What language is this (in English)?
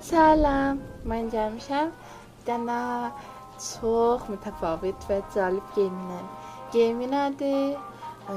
South Azerbaijani